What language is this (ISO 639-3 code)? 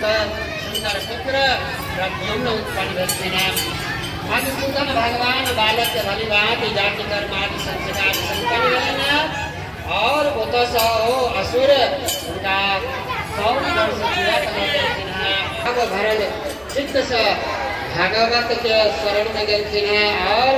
mai